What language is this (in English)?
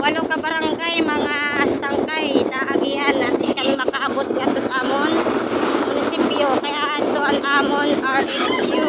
Waray